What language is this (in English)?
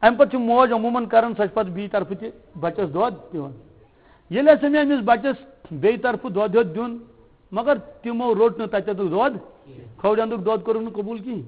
Kashmiri